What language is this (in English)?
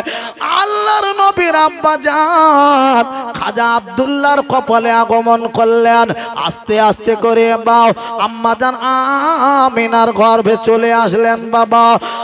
Bangla